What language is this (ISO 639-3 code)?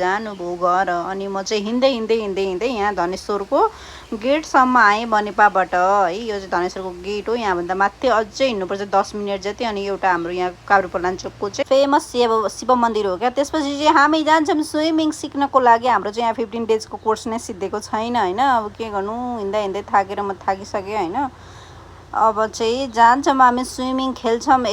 nep